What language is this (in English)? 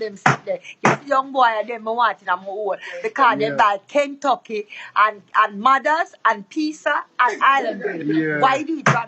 Jamaican Creole English